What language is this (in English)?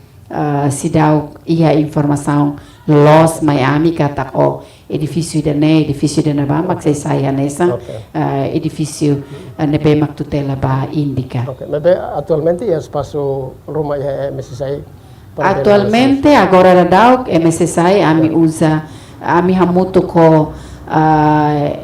Tetum